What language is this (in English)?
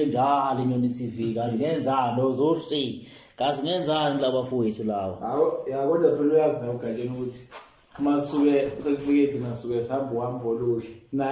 Zulu